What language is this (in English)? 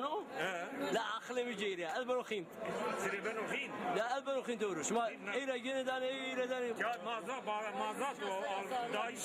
Zaza